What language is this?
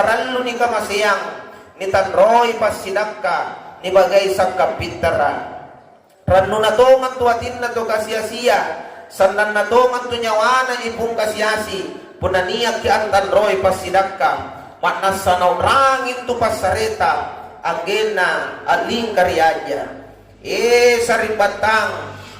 Makasar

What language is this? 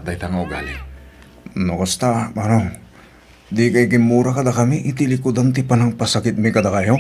Iloko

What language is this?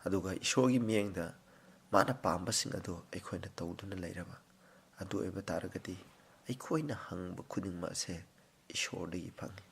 Manipuri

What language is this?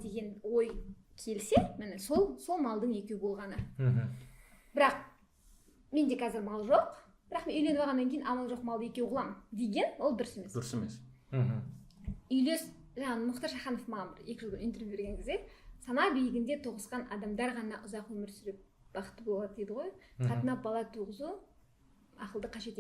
Kazakh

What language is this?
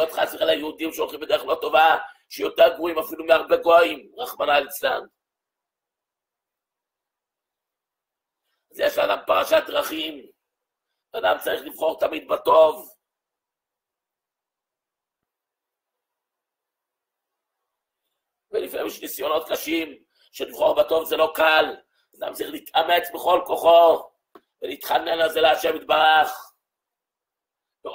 Hebrew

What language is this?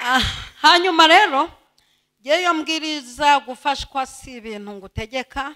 Kinyarwanda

